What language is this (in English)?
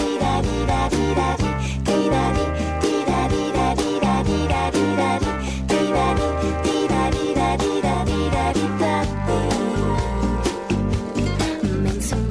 Danish